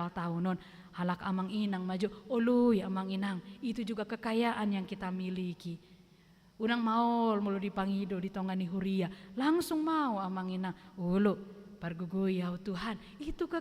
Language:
Batak Toba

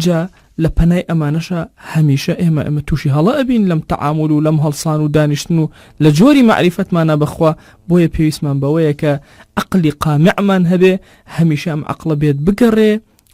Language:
Central Kurdish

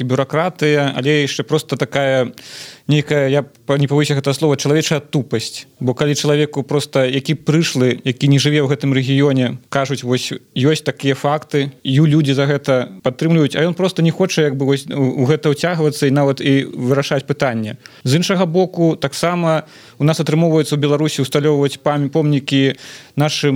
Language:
Belarusian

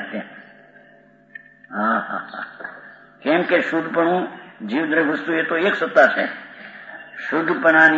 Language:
Gujarati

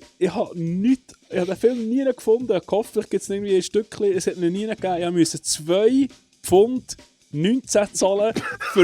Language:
Swiss German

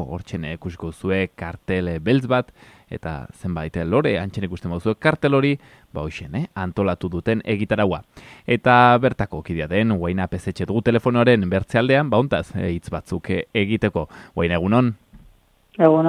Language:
Basque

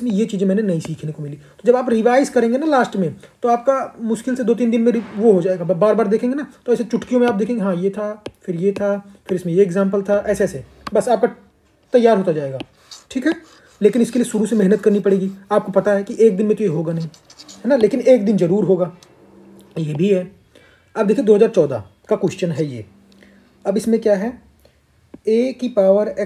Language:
Hindi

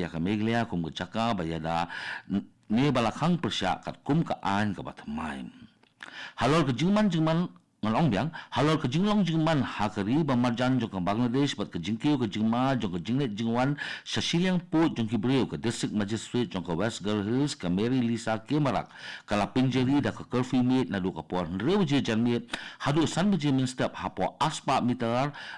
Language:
Khasi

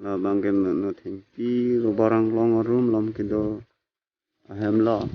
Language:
Karbi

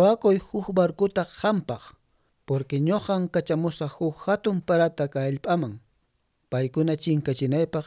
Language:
Quechua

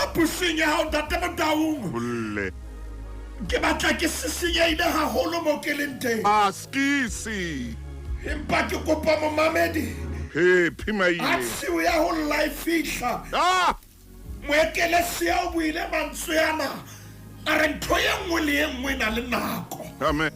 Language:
Southern Sotho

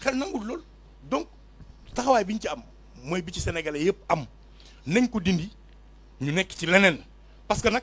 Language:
Wolof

